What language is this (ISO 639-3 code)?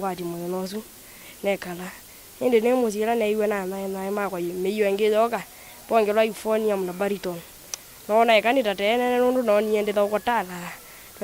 kam